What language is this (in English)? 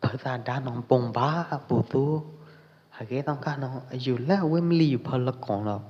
Pwo Eastern Karen